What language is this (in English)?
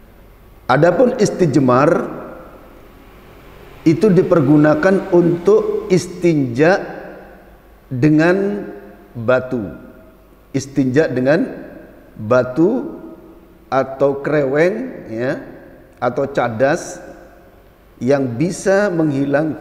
Indonesian